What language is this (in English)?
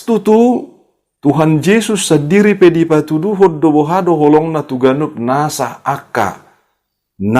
Batak Toba